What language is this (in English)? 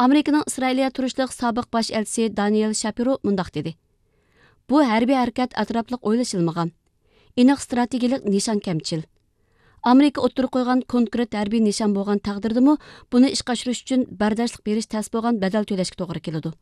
Uyghur